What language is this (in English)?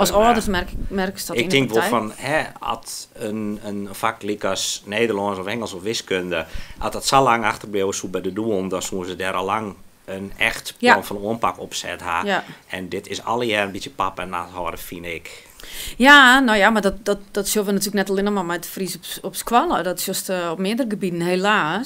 Western Frisian